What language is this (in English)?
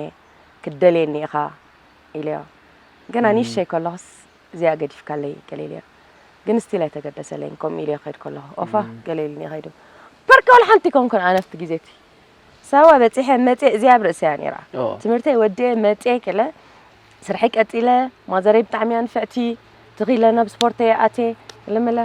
Tigrinya